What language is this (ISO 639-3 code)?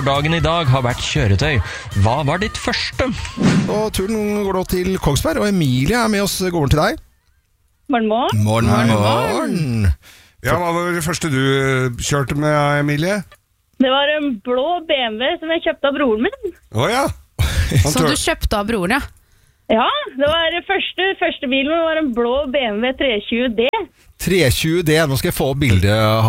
nor